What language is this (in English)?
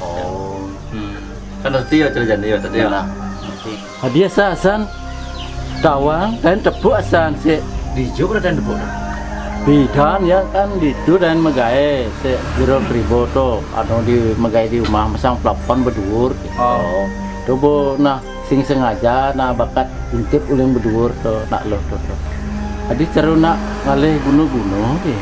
Balinese